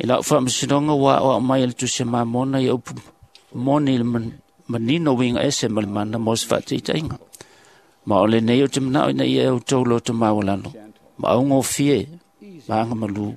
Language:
Samoan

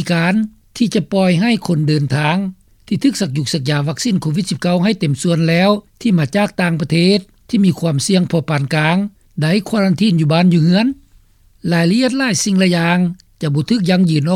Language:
Lao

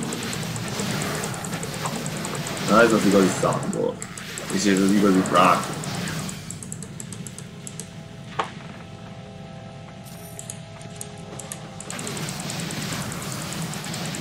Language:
Hungarian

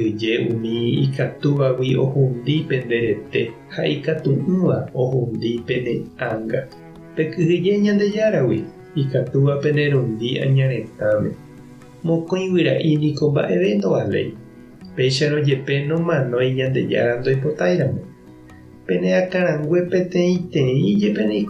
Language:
Guarani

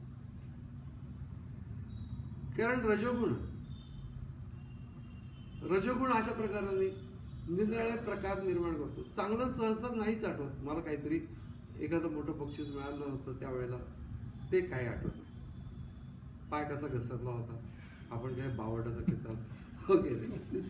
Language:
Marathi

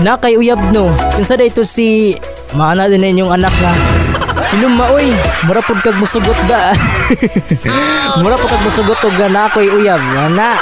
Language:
Cebuano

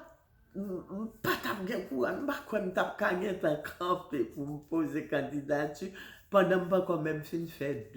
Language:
Haitian Creole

